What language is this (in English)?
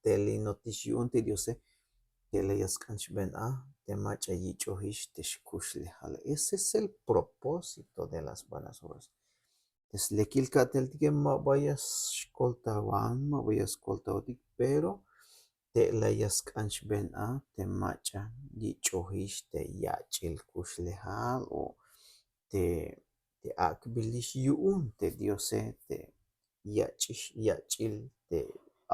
Tzeltal